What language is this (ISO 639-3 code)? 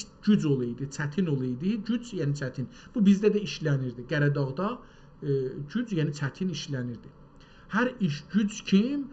azb